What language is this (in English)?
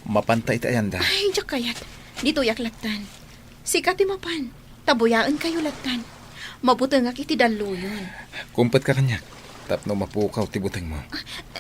Iloko